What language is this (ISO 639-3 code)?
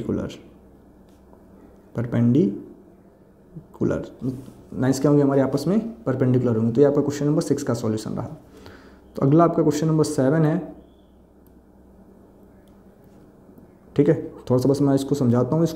hin